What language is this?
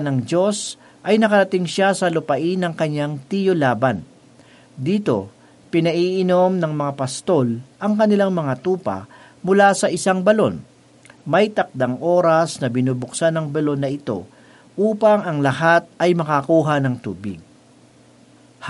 Filipino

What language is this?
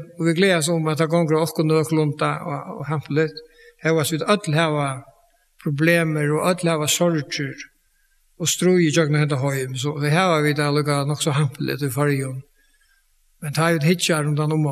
Faroese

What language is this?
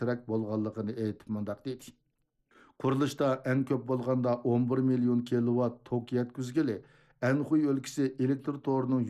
Uyghur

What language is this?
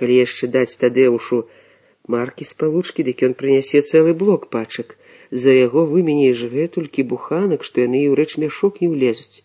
Belarusian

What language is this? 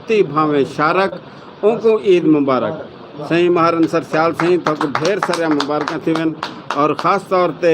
Saraiki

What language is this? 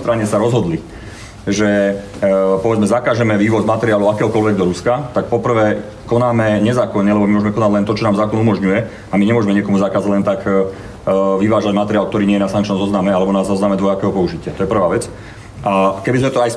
Slovak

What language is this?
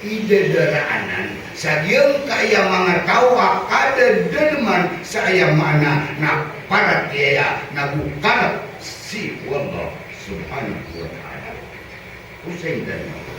Maranao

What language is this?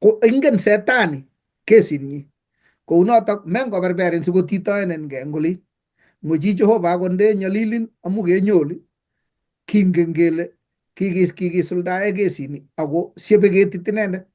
Kalenjin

